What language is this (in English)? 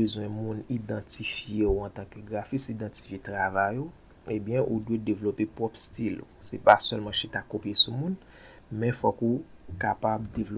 Haitian Creole